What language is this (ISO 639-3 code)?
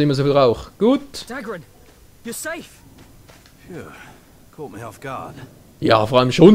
gsw